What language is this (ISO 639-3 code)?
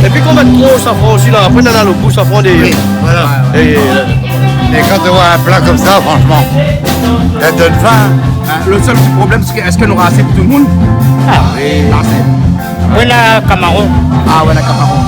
rcf